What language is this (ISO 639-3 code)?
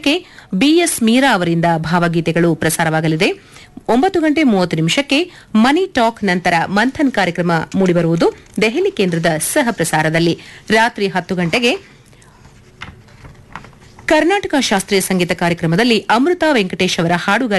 kan